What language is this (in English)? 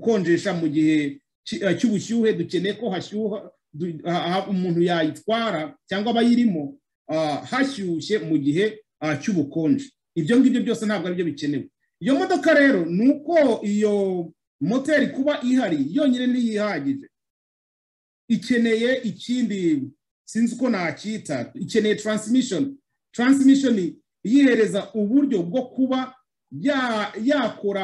Kinyarwanda